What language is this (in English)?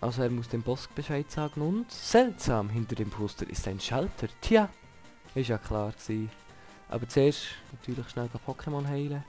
Swiss German